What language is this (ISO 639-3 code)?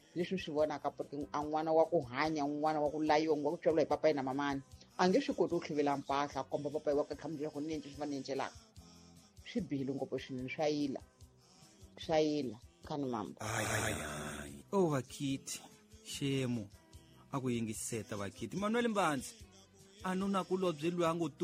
tso